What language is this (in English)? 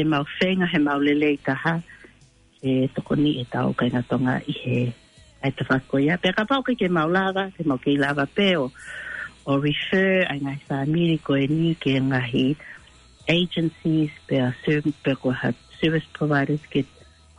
Tongan